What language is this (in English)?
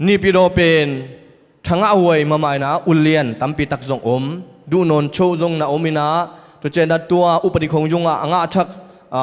Tedim Chin